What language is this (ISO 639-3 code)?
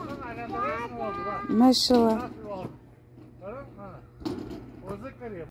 crh